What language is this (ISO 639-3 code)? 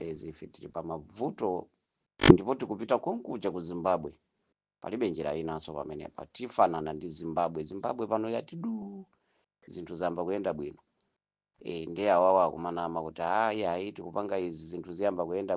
nya